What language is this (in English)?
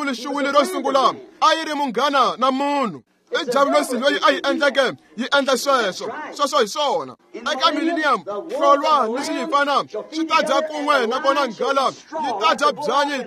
Tsonga